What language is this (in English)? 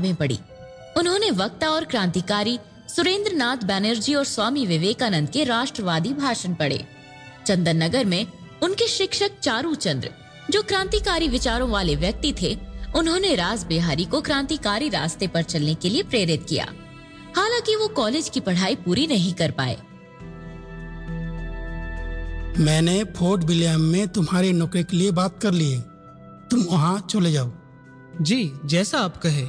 Hindi